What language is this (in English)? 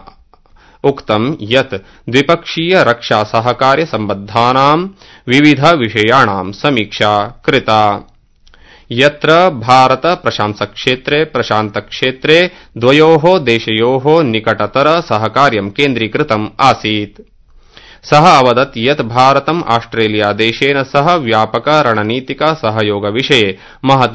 Sanskrit